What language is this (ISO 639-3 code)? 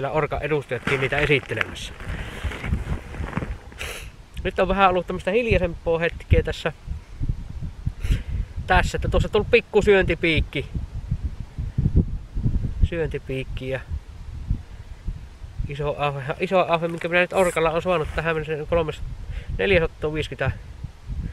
fin